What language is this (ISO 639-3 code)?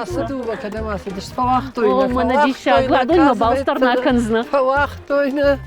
oss